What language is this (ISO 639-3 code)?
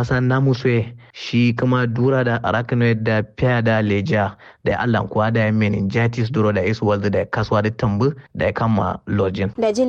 kau